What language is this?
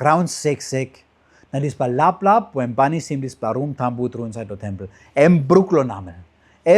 Tok Pisin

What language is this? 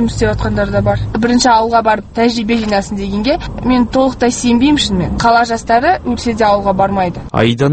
Kazakh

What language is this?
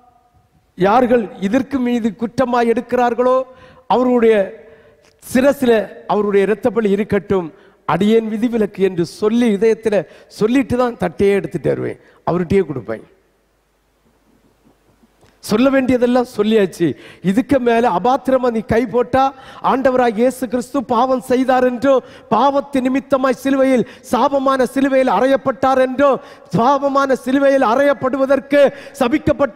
Tamil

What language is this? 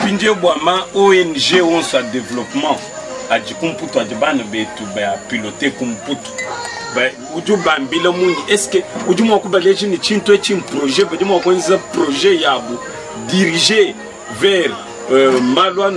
Luba-Lulua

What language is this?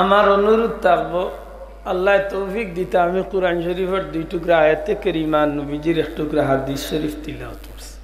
Sylheti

